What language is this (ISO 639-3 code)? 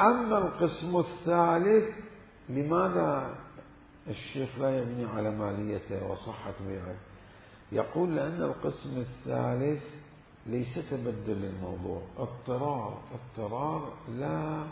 acm